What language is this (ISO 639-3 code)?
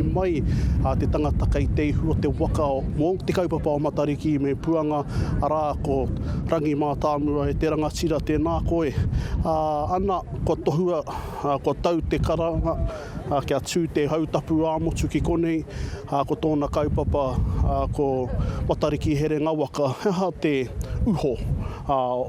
mri